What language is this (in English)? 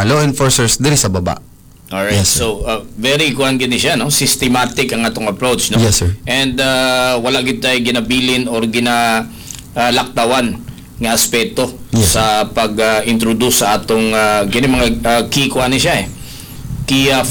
Cebuano